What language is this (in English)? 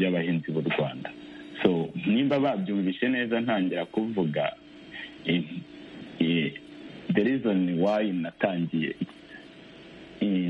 Kinyarwanda